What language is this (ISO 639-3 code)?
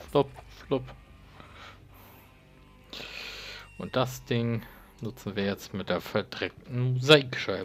deu